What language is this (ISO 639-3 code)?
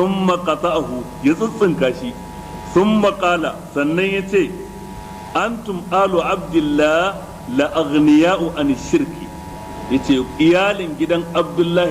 hau